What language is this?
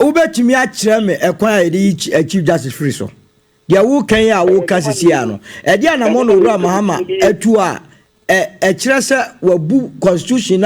Akan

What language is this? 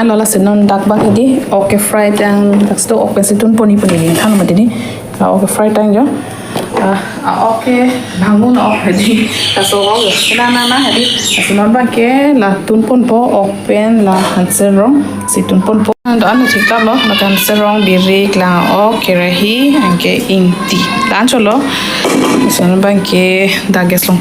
Karbi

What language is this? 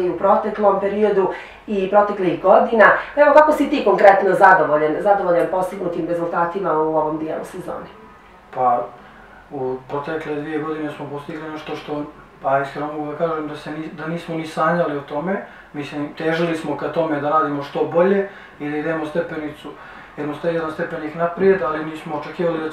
Bosnian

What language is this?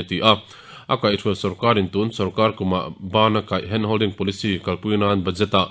Mizo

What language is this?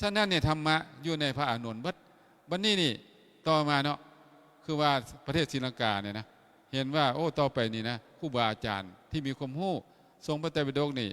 Lao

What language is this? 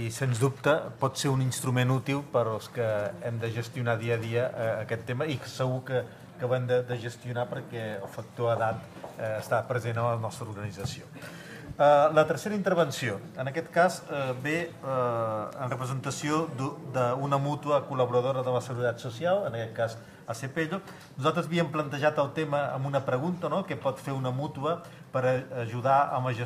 Catalan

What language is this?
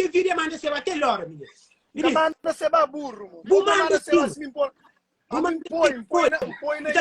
Kabuverdianu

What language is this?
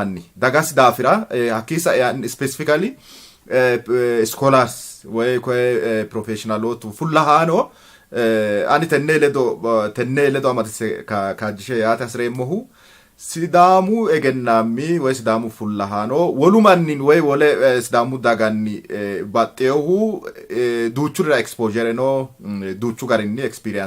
Sidamo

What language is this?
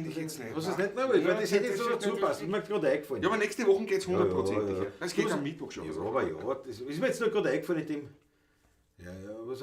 Bavarian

